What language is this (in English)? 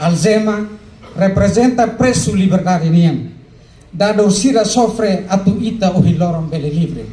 Tetum